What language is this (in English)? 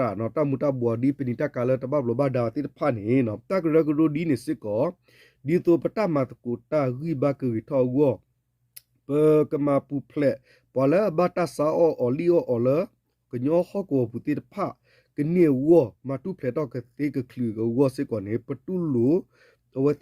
S'gaw Karen